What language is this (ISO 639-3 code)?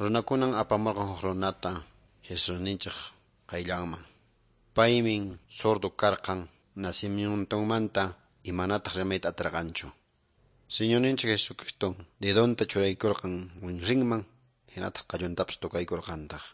que